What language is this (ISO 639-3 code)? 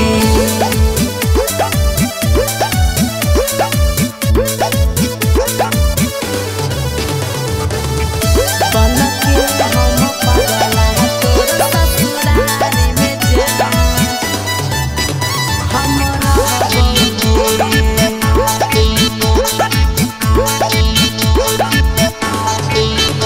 bho